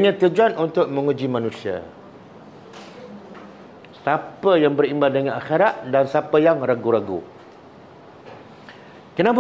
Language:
Malay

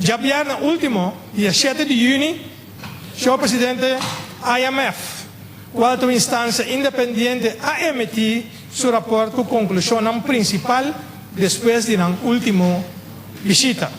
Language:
Papiamento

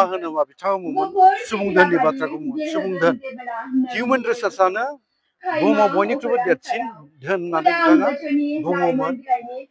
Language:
Bodo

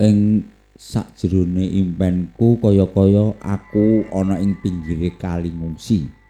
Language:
Javanese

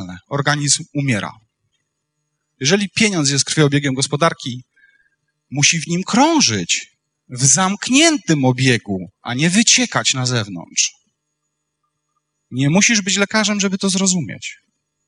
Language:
Polish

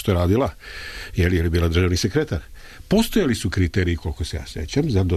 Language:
Serbian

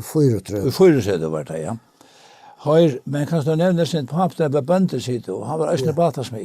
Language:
Faroese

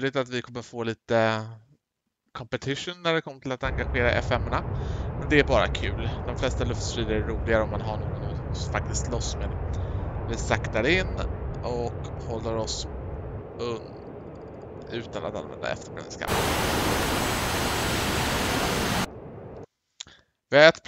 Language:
Swedish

